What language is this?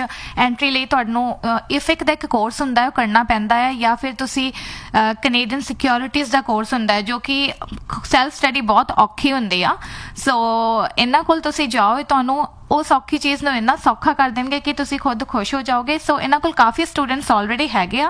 Punjabi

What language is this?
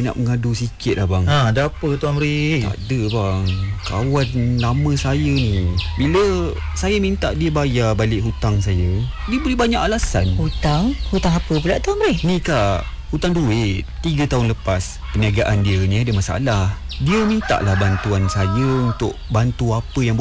Malay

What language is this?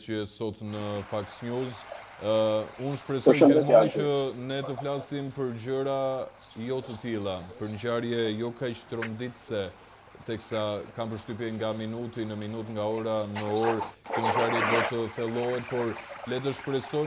Albanian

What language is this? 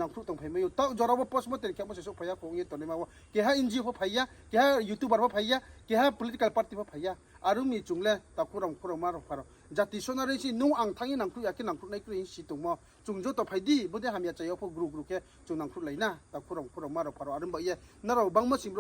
Riang (India)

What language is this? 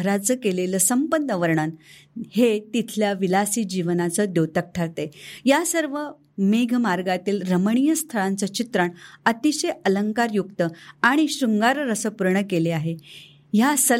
Marathi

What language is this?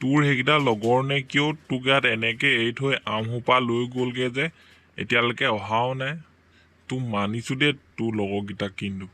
Assamese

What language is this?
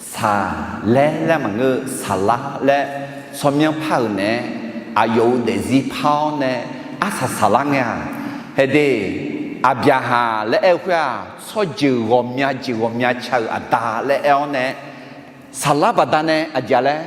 Akha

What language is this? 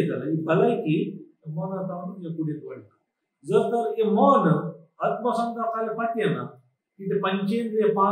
Konkani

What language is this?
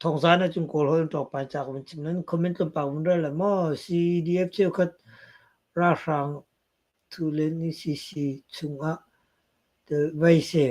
Hakha Chin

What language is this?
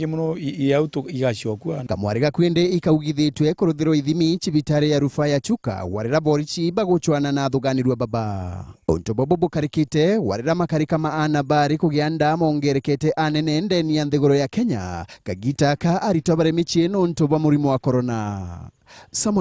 Meru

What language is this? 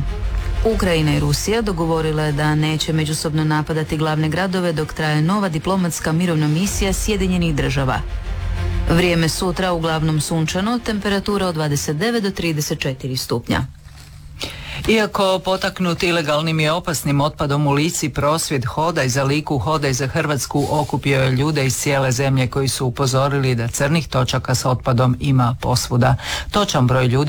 Croatian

